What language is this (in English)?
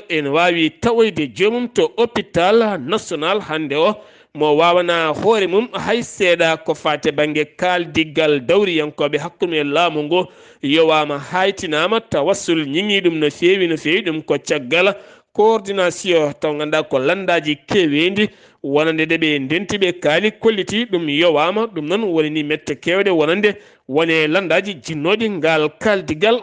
Fula